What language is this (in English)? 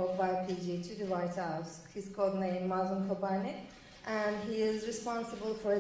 Turkish